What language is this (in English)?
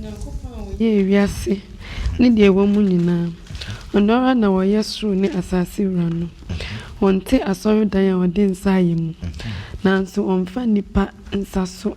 Akan